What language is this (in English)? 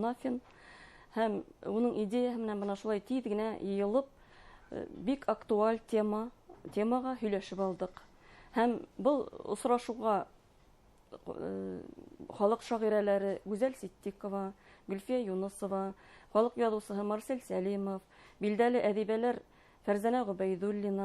Bashkir